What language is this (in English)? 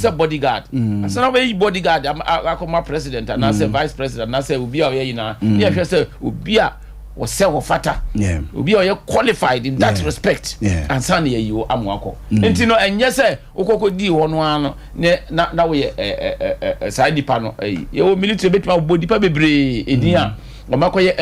Akan